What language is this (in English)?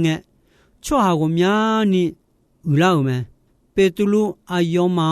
Akha